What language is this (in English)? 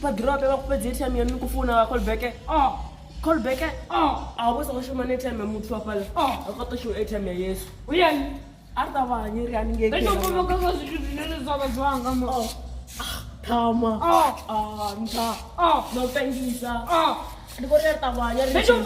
Venda